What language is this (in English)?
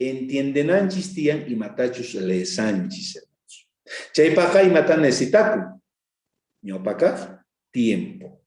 South Bolivian Quechua